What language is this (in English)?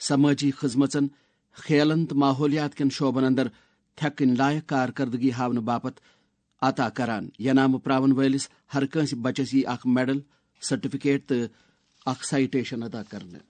Kashmiri